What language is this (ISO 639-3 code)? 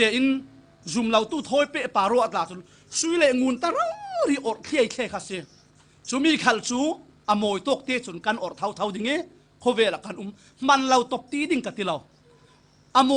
cfm